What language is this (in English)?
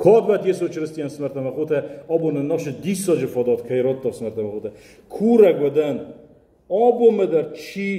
Ossetic